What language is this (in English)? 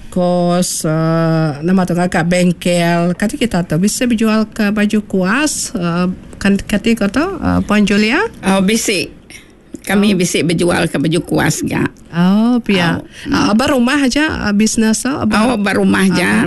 Iban